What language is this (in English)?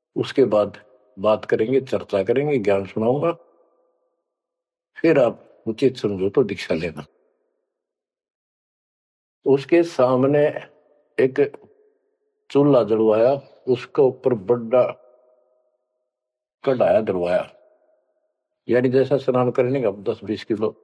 Hindi